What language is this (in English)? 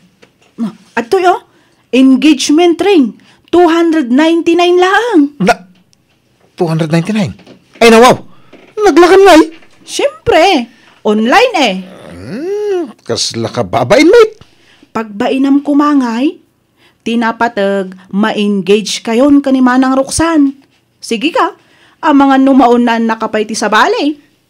Iloko